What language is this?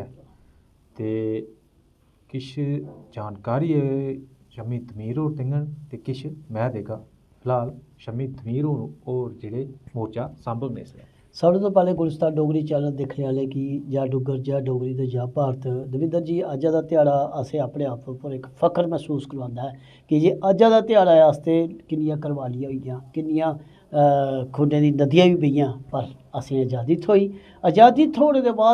Dogri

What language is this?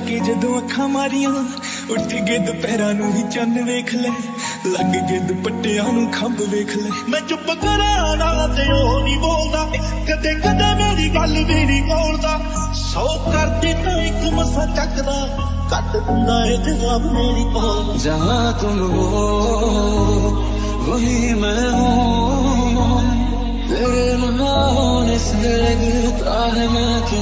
Punjabi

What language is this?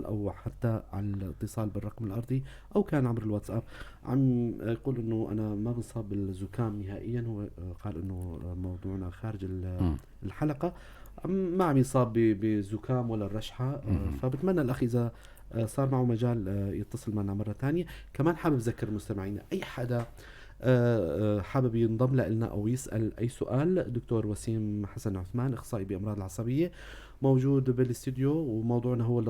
North Levantine Arabic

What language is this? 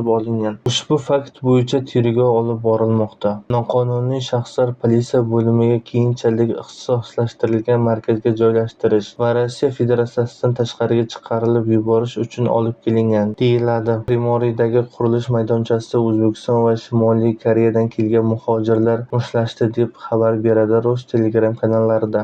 Uzbek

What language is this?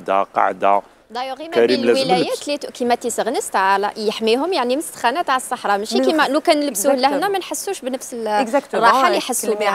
Algerian Arabic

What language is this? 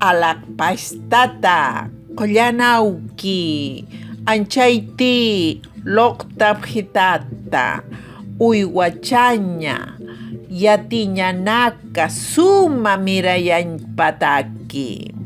Aymara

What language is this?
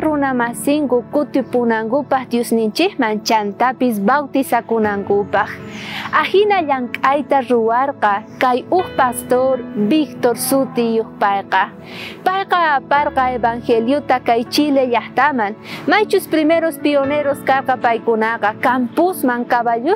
South Bolivian Quechua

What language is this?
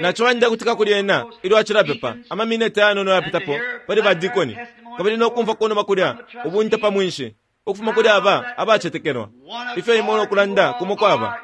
Bemba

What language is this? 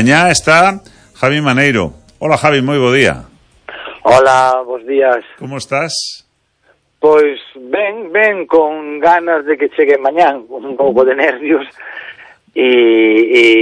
Galician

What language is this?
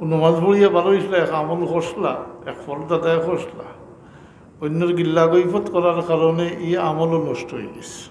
Sylheti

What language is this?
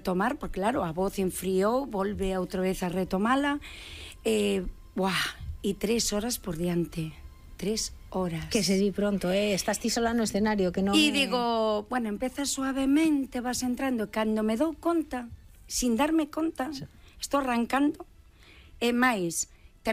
Galician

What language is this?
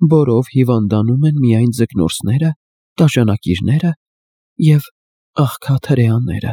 Armenian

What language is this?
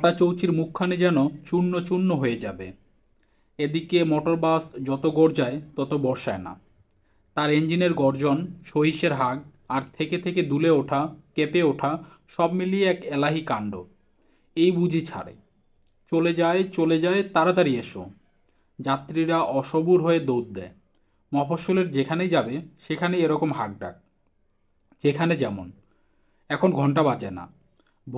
Bangla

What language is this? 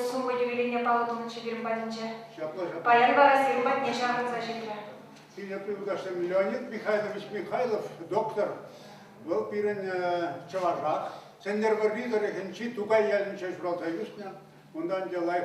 Chuvash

